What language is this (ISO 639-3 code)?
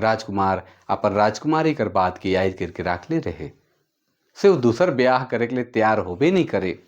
sck